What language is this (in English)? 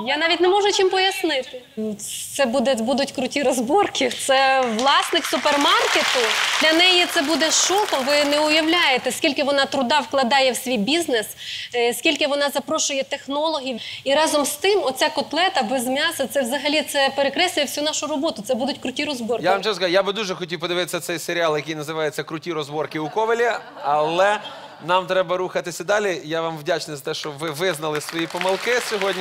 Ukrainian